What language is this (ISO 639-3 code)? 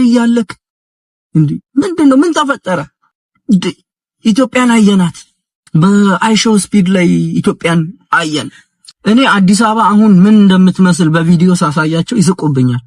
amh